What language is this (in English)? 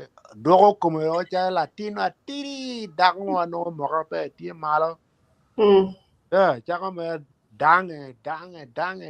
Acoli